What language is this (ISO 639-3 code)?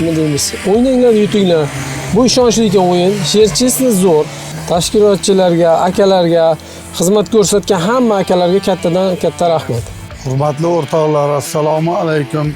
uzb